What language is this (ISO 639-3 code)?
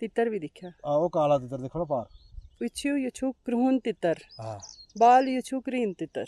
doi